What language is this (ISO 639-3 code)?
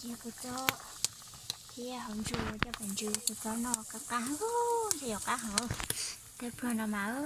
hmn